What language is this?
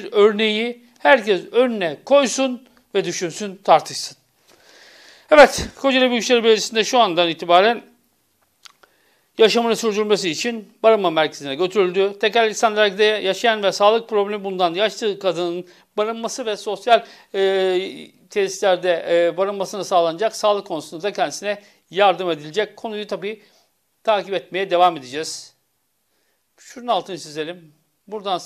Turkish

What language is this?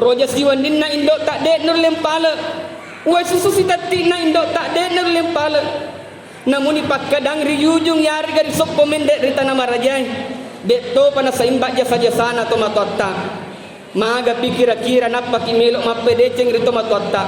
Buginese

